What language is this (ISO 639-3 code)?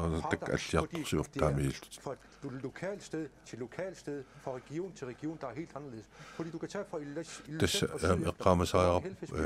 kal